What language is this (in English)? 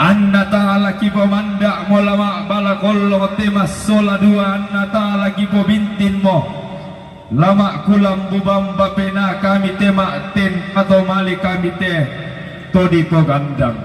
Toraja-Sa'dan